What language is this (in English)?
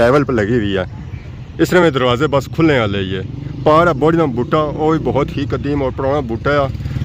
Pahari-Potwari